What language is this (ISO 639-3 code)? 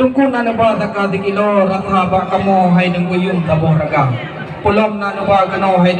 ace